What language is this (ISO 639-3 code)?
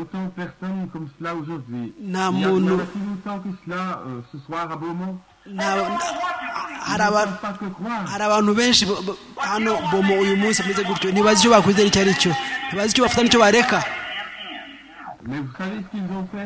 kin